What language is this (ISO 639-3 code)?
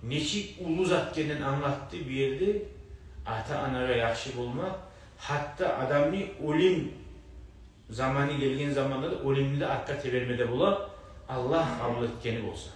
kum